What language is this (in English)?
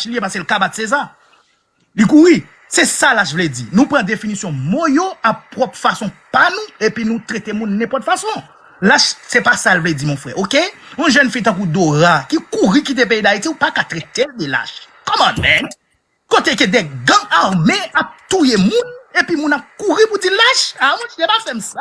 Haitian Creole